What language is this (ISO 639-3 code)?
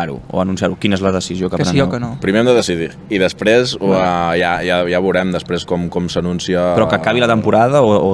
cat